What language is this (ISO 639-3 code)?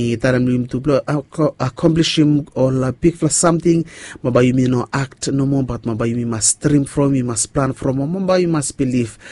bis